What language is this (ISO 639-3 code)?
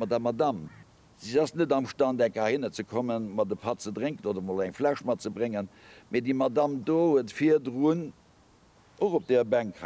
ltz